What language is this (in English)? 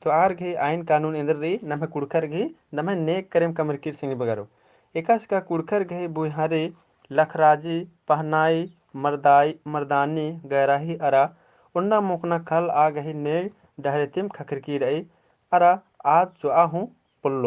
Kurukh